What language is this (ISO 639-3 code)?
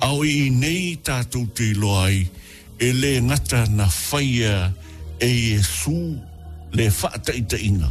smo